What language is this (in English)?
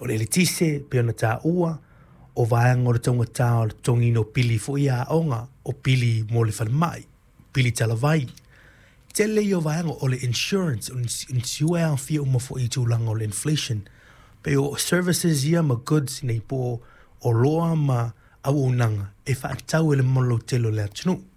Samoan